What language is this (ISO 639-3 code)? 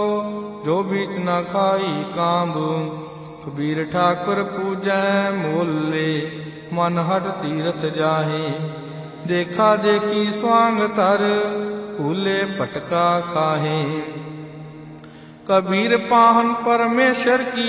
pan